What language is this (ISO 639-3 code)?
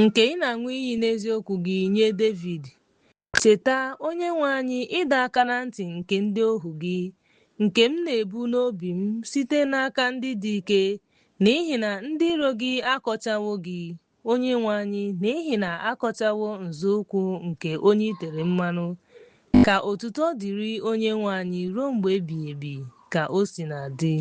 ibo